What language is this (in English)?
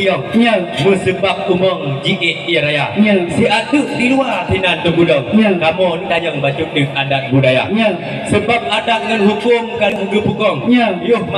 Achinese